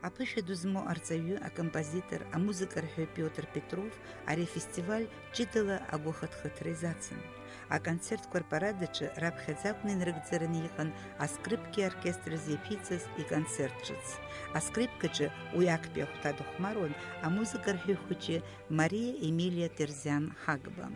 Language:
Abkhazian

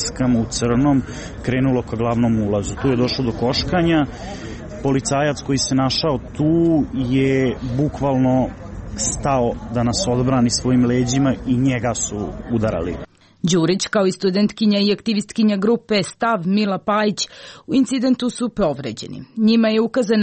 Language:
Serbian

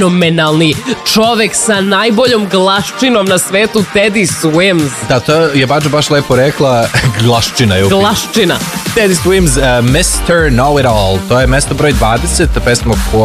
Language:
Serbian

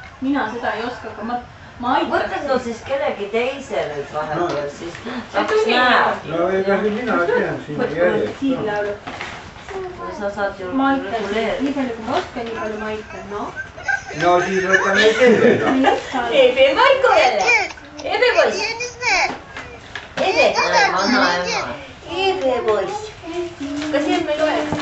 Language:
Estonian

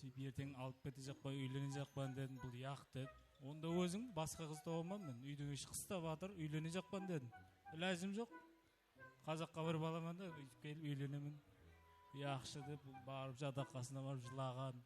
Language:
Kara-Kalpak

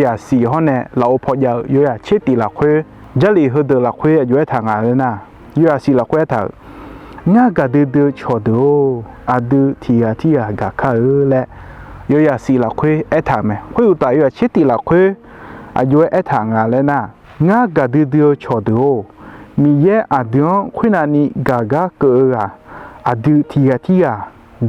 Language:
Akha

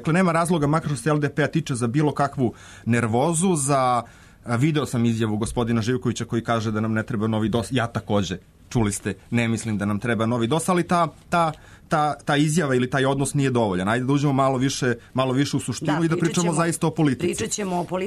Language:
Serbian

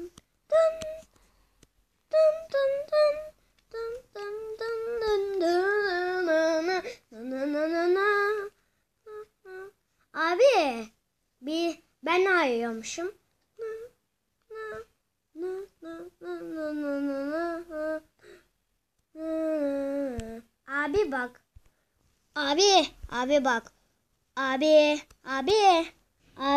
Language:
Turkish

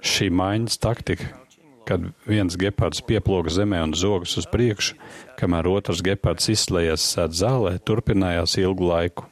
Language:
Latvian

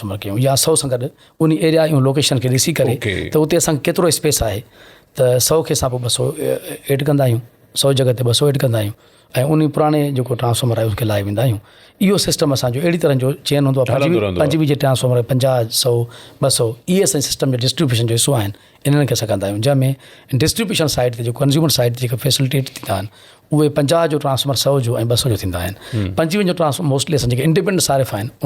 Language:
Sindhi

